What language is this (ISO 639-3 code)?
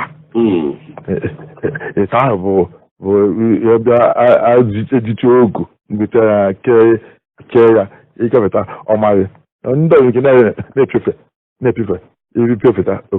ibo